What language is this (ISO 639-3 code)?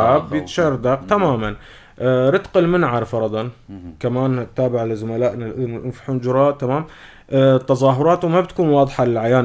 apc